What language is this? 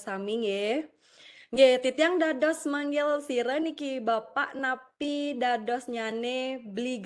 Balinese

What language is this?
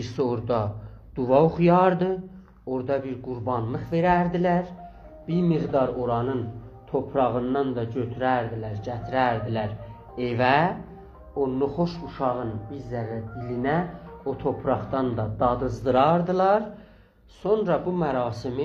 South Azerbaijani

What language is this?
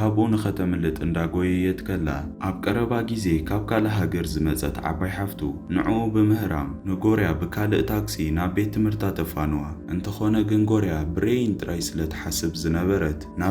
Tigrinya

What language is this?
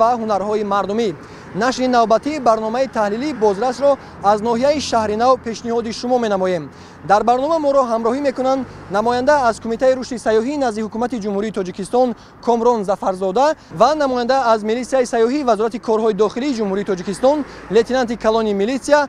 Tajik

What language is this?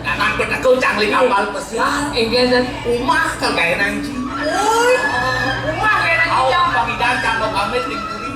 Balinese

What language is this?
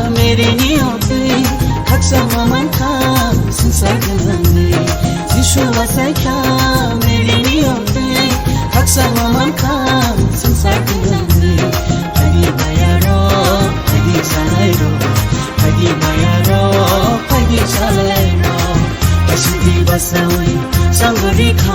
Kok Borok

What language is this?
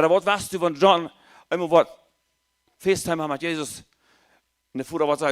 Plautdietsch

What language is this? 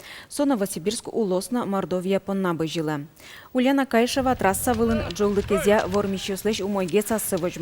Udmurt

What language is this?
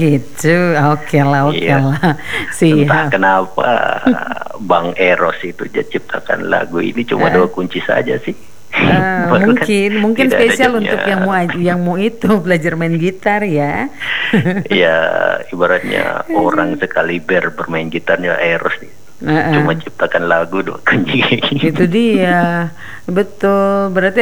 Indonesian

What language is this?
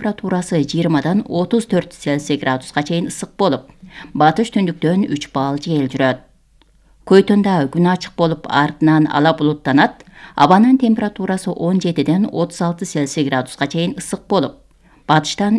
Kyrgyz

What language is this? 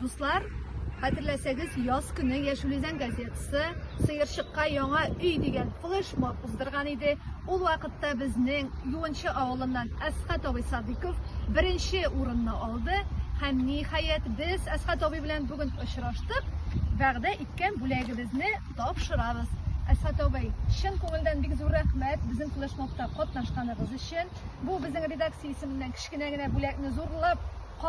Tatar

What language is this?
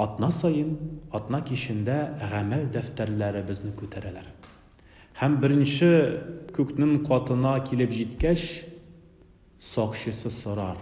Tatar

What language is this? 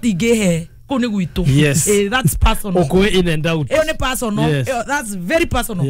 Kikuyu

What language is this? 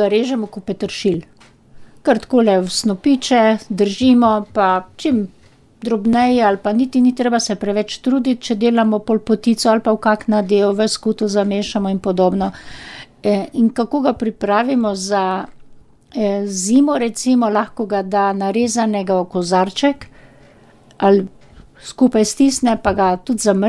Slovenian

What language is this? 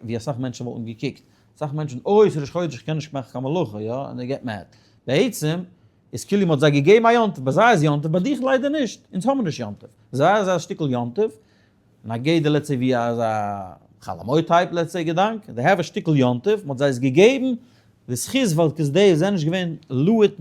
Yiddish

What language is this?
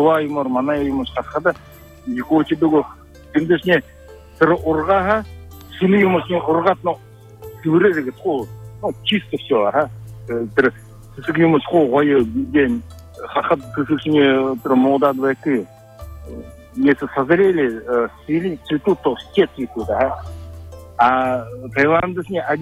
Buriat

